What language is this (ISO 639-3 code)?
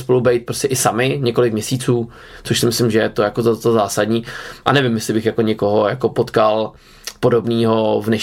ces